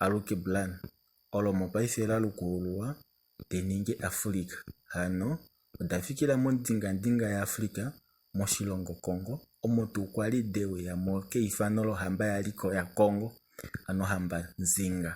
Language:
Kuanyama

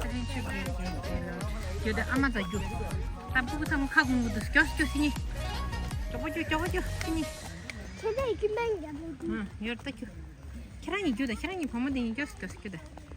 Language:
Tibetan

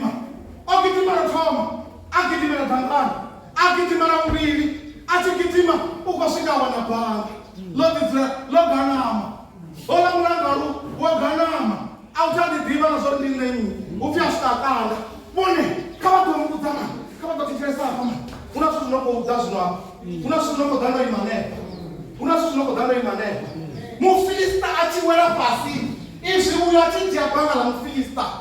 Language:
Venda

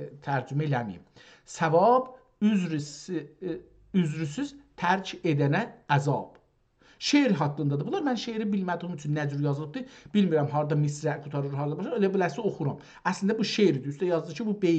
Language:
South Azerbaijani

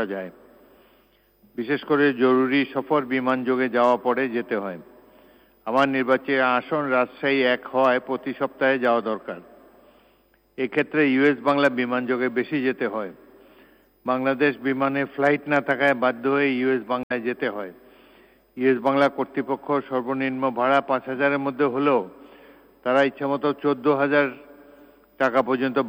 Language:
Bangla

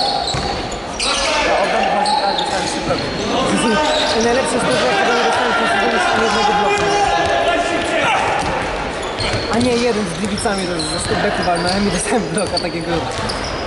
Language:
Polish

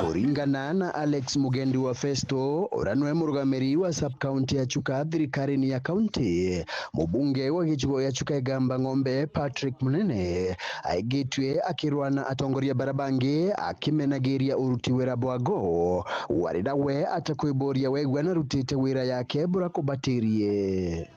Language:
Meru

